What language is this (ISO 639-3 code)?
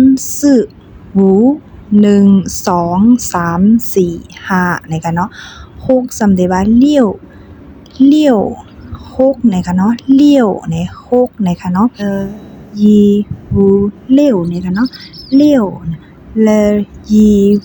shn